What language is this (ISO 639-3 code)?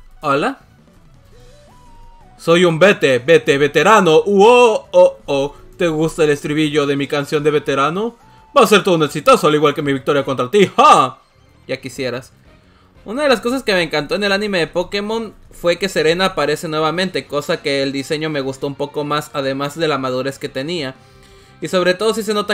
spa